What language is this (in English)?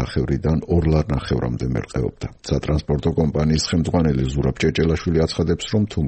Georgian